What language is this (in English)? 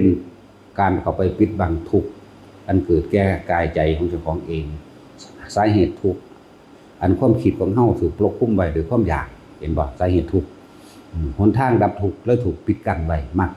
Lao